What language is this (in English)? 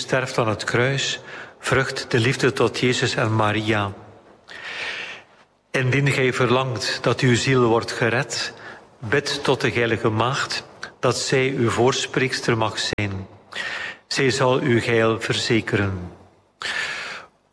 Dutch